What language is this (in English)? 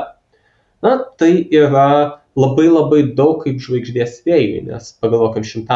Lithuanian